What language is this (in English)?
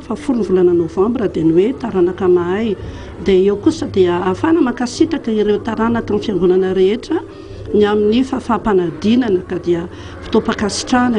Malagasy